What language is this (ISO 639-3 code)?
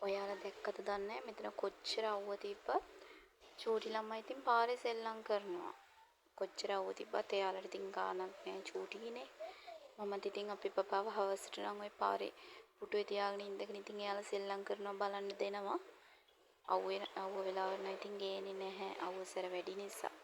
sin